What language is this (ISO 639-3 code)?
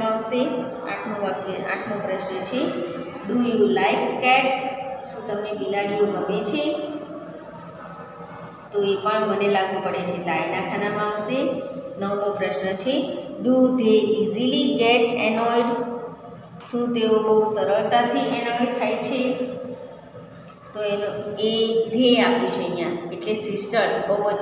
guj